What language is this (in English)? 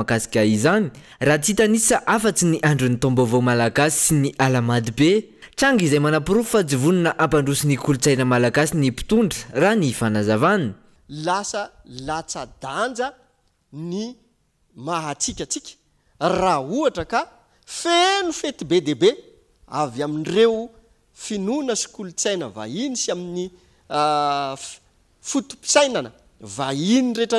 Malagasy